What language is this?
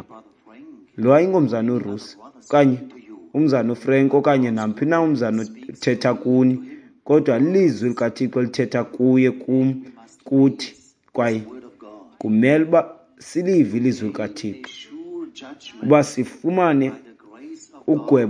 Xhosa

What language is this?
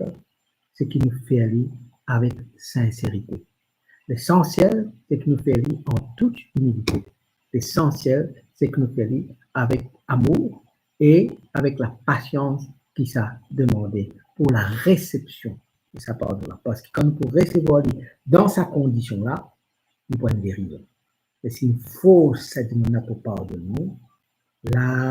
Morisyen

